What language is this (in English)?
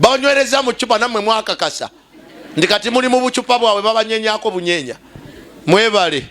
Ganda